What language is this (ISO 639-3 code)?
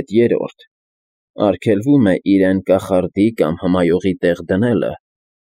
hye